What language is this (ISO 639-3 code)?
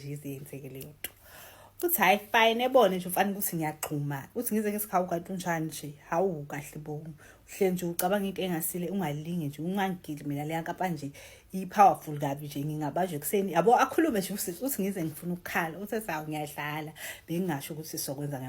zul